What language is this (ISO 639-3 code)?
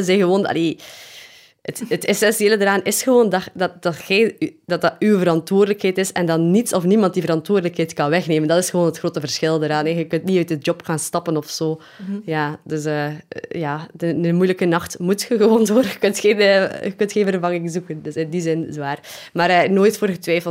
nld